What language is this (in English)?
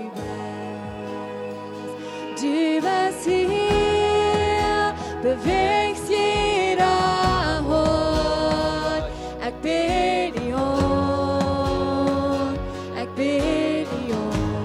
Plautdietsch